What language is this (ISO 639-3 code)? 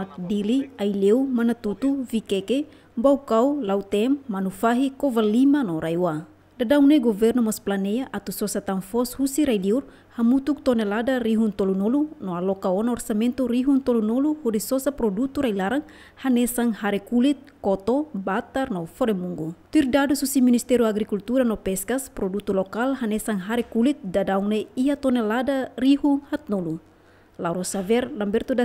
tet